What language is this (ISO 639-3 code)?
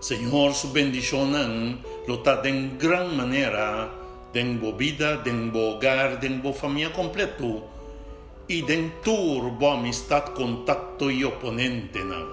pap